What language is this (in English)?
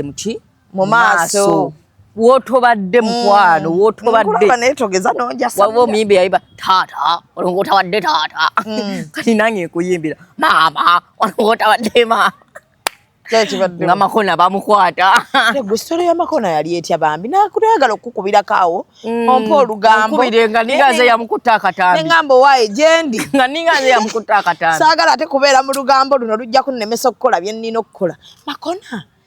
Ganda